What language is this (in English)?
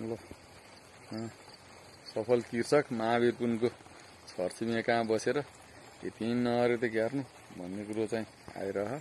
Nepali